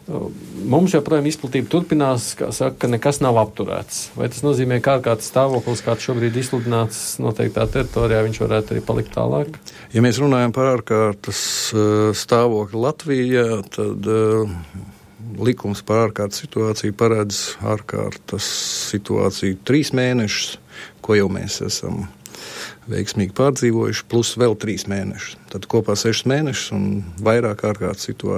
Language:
Latvian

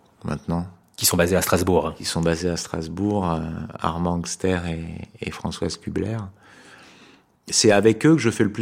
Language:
French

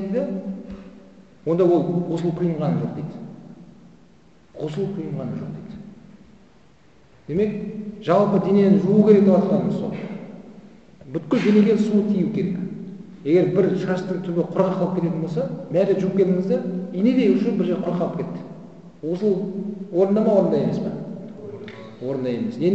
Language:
Kazakh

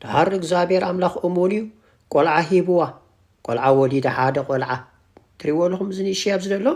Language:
Tigrinya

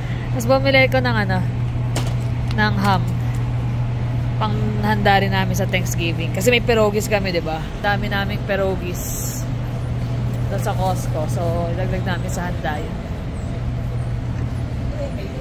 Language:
Filipino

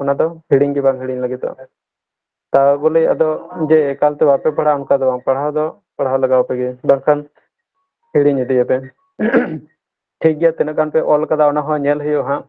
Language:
Santali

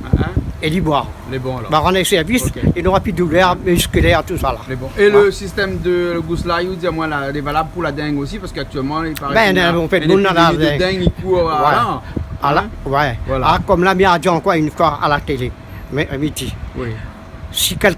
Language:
Réunion Creole French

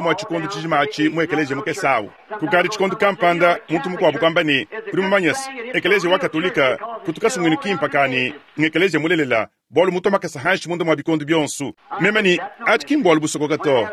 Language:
Luba-Lulua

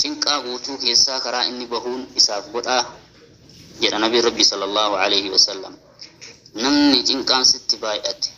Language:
Oromo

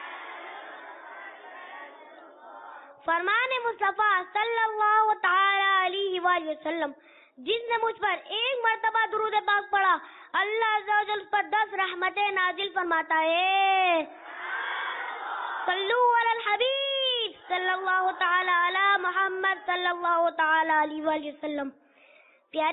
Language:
Urdu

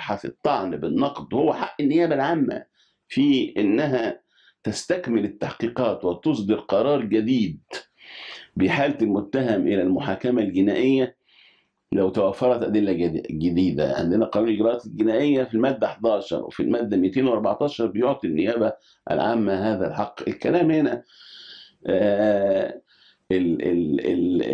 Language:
Egyptian Arabic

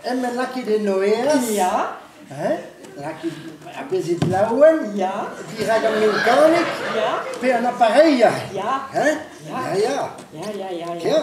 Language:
Breton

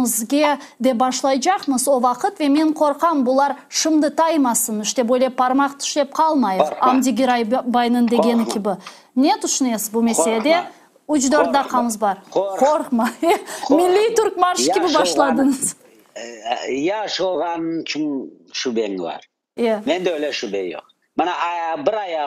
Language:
Crimean Tatar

